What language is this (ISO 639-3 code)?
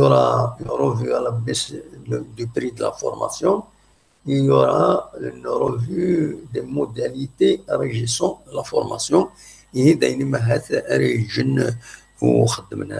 kab